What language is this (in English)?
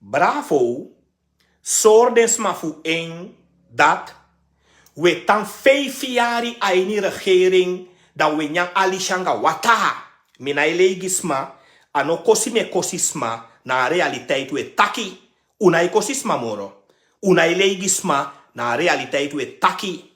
Sranan Tongo